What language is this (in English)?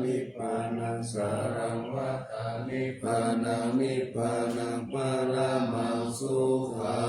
Pali